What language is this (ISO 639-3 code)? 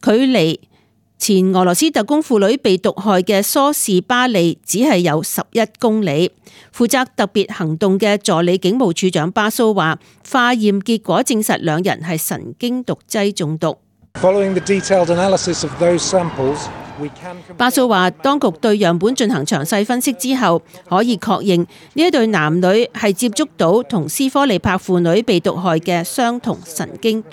yue